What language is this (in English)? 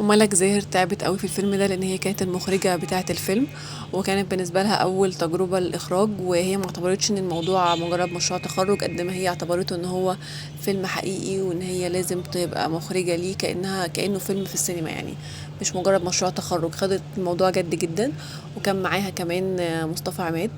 Egyptian Arabic